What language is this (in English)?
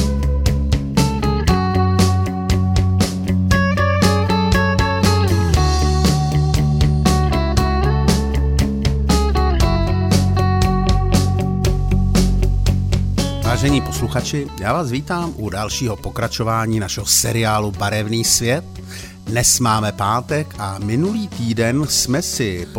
Czech